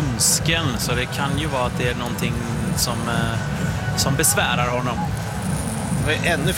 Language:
Swedish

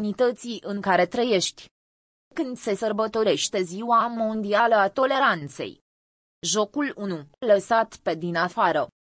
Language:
Romanian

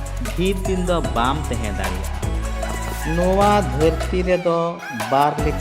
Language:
Santali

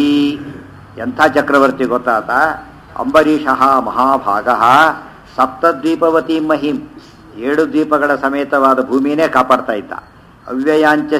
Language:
Kannada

